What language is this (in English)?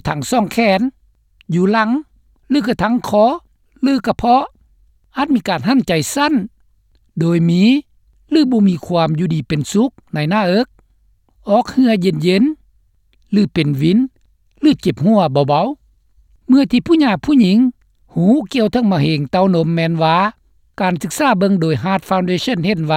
Lao